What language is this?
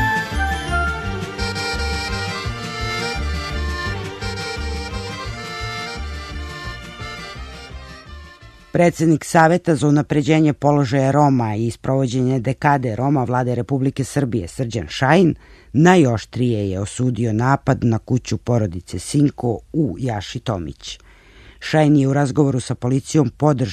Serbian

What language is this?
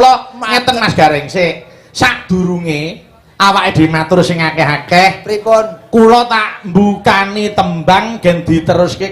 Javanese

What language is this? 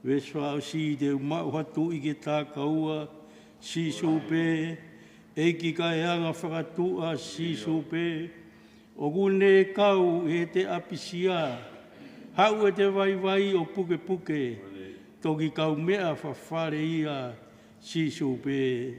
Tongan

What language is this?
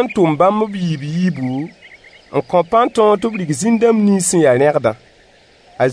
Mossi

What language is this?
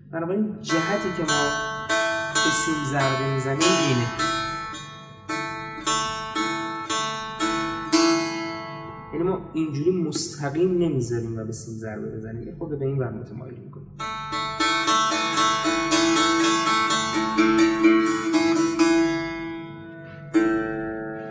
Persian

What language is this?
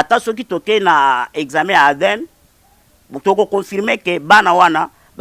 Lingala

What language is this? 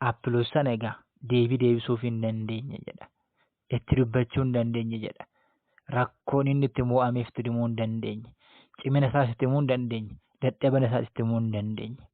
Oromo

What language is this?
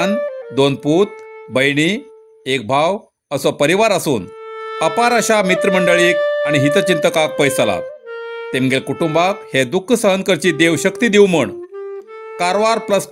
Konkani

